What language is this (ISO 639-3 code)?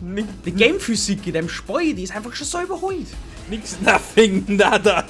bar